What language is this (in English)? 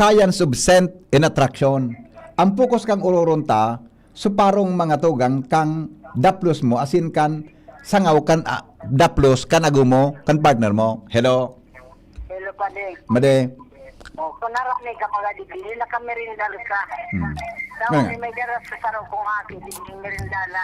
Bikol